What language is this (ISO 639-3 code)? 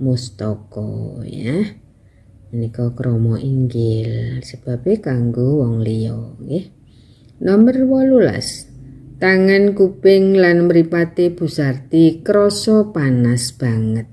jav